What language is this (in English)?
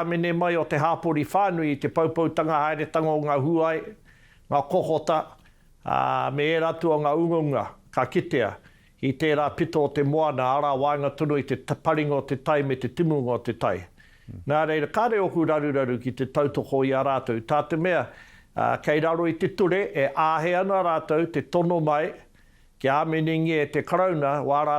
Māori